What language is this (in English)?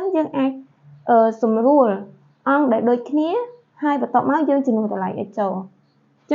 Khmer